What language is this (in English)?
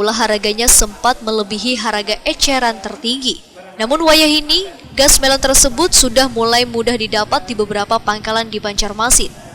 Banjar